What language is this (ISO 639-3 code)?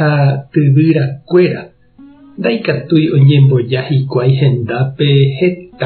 grn